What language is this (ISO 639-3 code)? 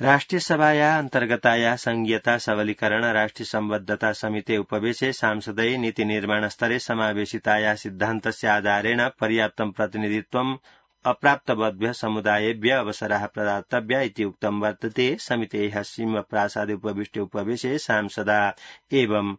san